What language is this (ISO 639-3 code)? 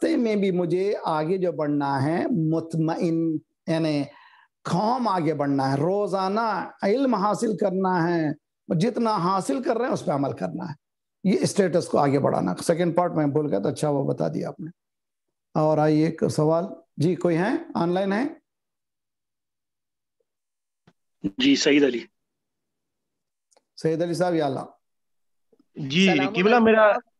urd